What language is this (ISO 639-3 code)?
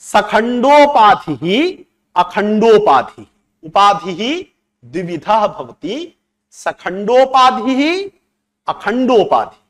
san